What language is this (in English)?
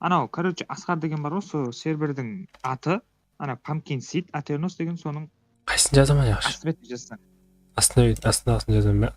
Kara-Kalpak